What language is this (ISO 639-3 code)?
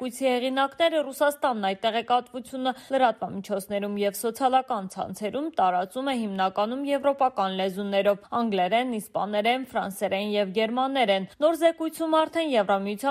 hye